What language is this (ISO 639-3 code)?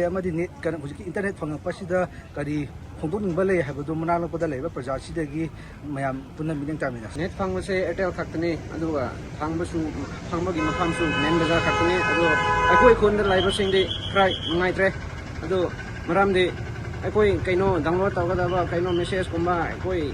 mni